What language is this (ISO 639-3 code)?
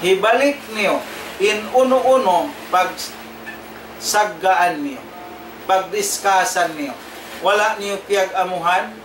tsg